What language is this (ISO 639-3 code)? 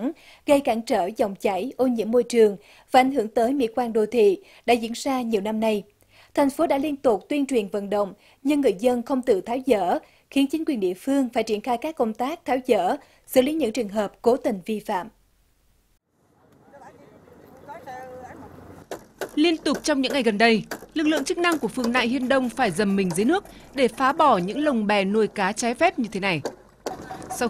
vie